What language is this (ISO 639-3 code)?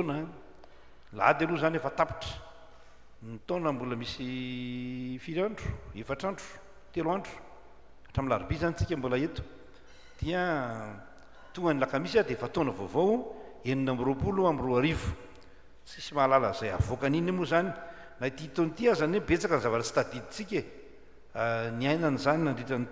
mlg